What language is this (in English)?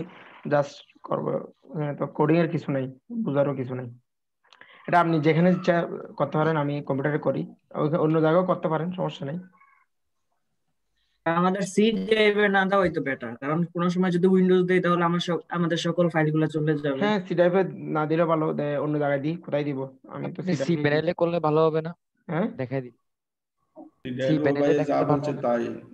Bangla